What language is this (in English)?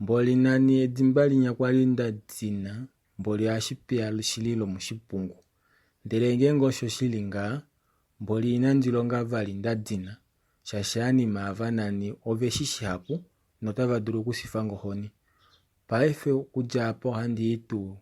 Kuanyama